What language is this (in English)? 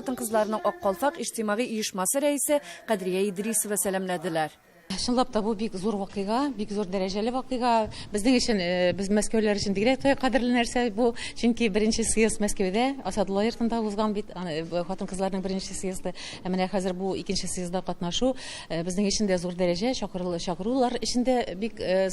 Tatar